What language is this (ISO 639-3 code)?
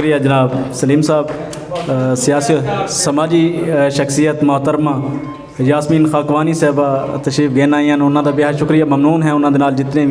skr